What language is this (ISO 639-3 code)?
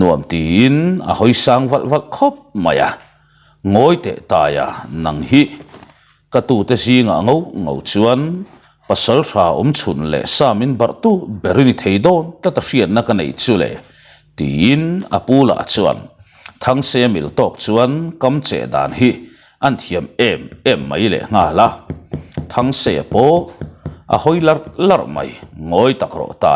lus